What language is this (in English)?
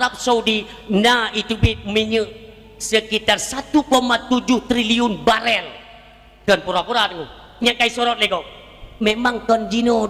Achinese